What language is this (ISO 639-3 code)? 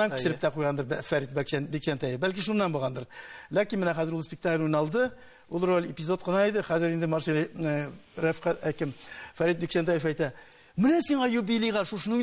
tat